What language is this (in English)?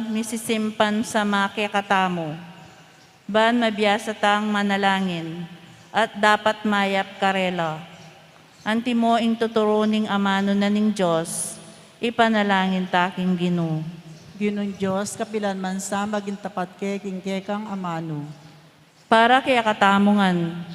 Pampanga